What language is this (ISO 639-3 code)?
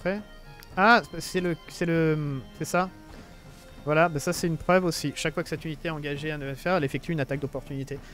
fra